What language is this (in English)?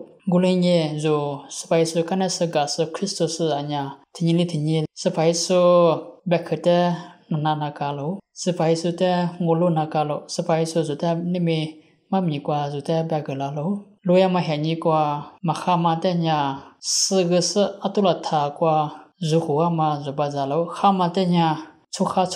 Lisu